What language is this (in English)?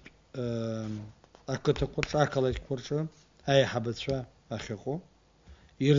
Abkhazian